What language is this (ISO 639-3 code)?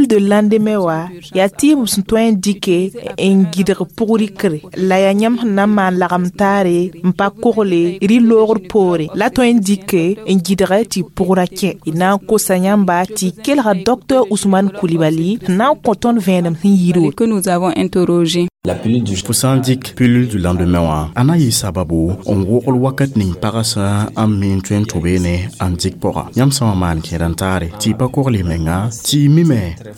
mos